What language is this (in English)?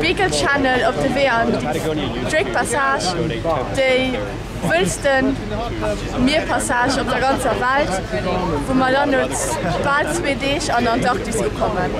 Luxembourgish